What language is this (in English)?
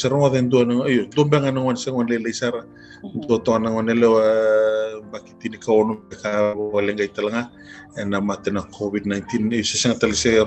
Fijian